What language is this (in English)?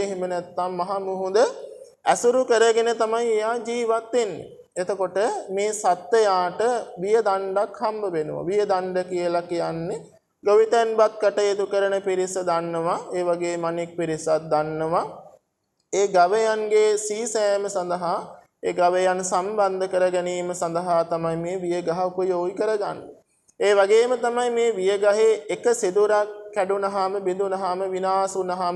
Sinhala